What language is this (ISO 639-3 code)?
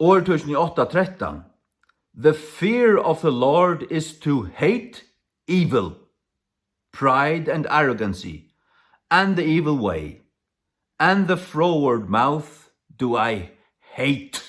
fao